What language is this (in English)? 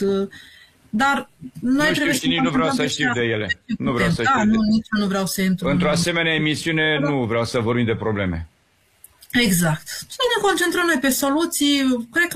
Romanian